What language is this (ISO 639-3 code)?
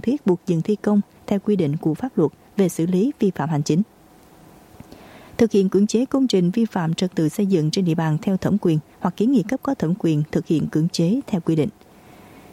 vie